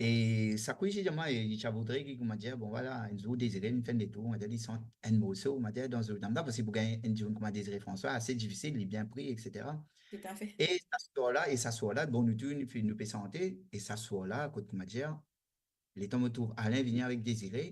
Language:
Morisyen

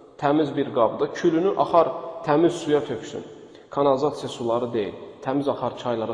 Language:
Azerbaijani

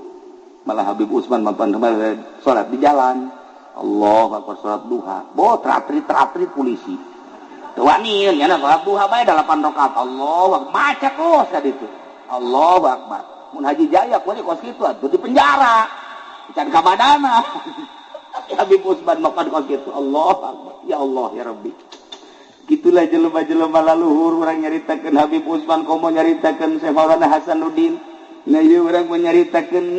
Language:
Sundanese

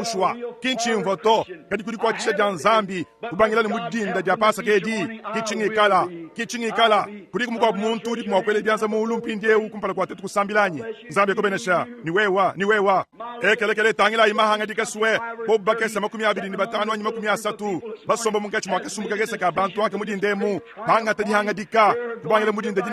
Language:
Luba-Lulua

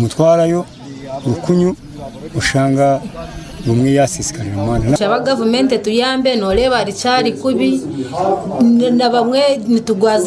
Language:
Nyankole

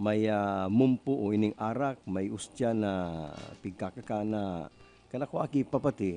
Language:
Bikol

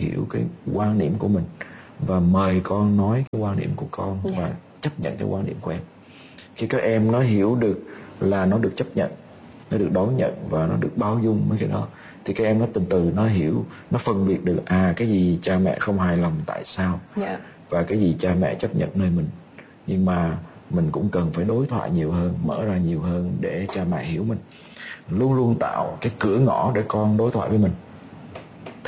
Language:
Vietnamese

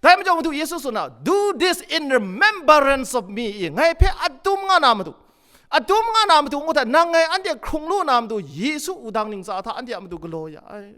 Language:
Kachin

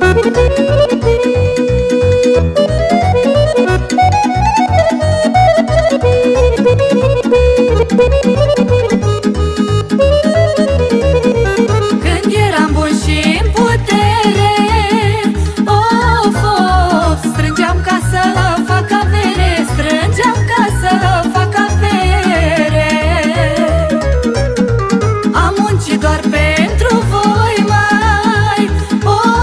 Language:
Romanian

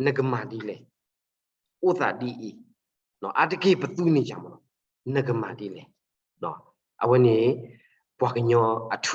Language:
S'gaw Karen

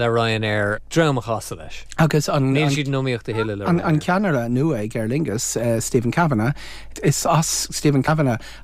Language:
Irish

